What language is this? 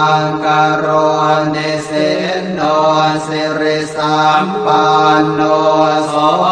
Pali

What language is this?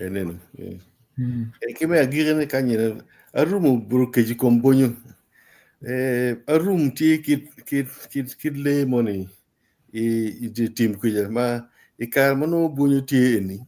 Acoli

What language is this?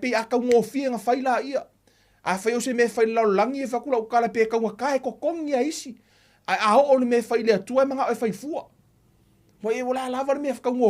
Samoan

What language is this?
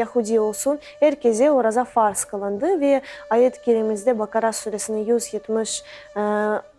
Crimean Tatar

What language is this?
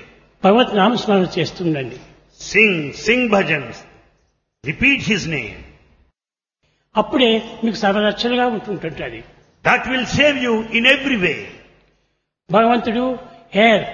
Telugu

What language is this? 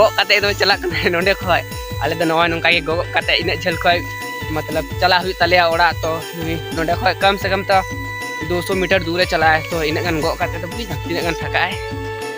Santali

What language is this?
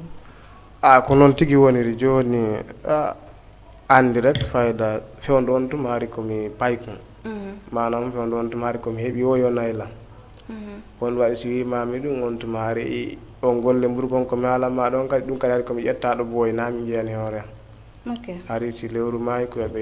Fula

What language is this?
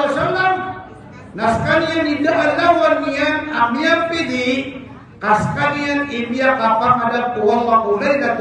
Maranao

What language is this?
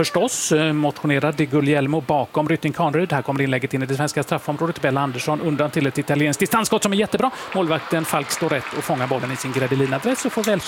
Swedish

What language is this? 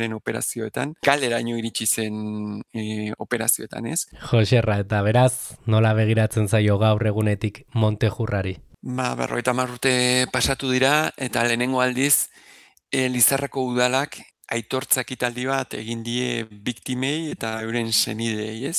Basque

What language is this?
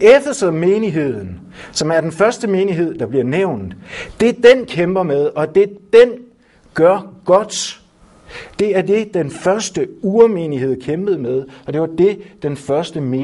Danish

